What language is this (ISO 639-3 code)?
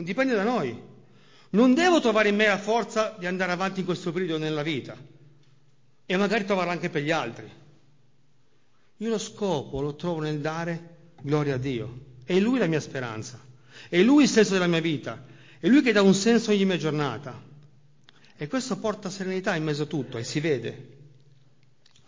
ita